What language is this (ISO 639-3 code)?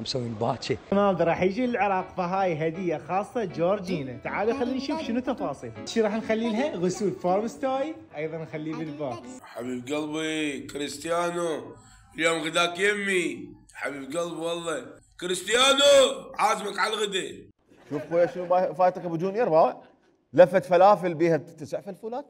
acm